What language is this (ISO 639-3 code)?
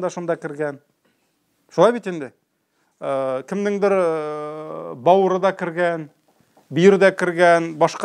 tat